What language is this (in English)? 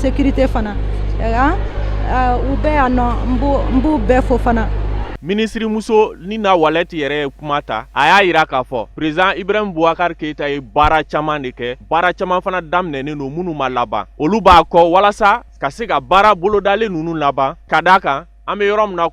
Bambara